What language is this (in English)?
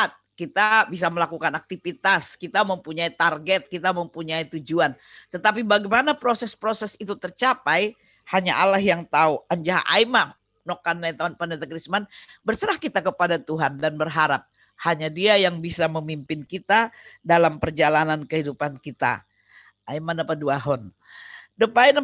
Batak Simalungun